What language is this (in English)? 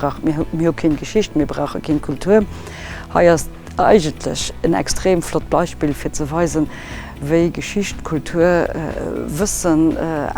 Luxembourgish